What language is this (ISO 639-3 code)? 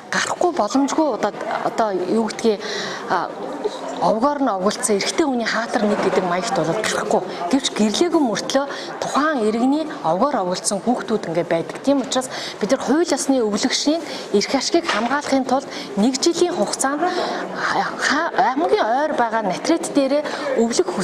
mon